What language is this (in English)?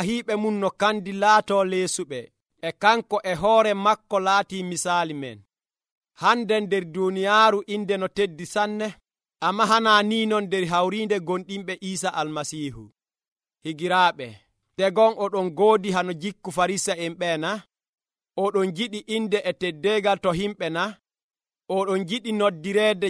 Nigerian Fulfulde